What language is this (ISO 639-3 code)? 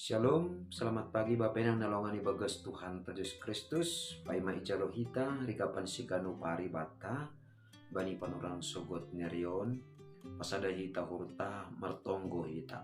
bts